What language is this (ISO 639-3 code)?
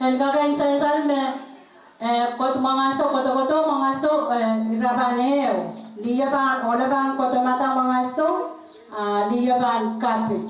pon